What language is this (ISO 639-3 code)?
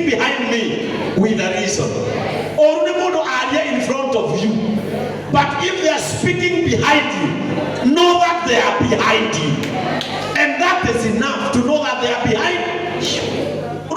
kik